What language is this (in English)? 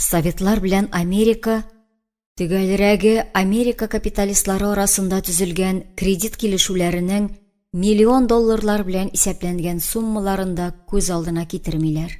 Tatar